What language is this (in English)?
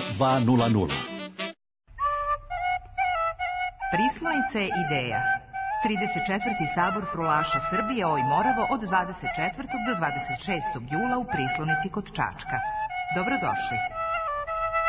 Serbian